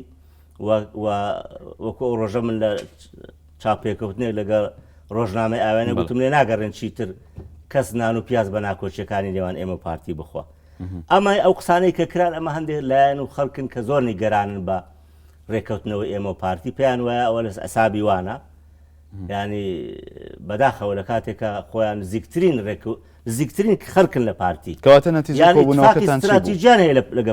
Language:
Central Kurdish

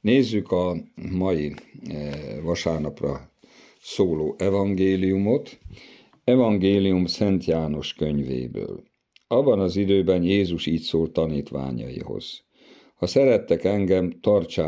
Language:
Hungarian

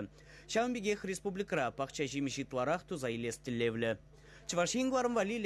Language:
Chuvash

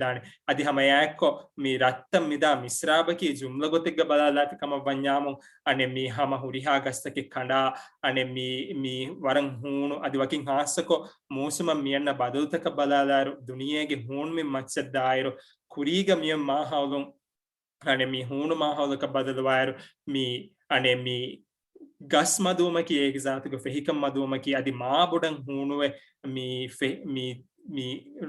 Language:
Divehi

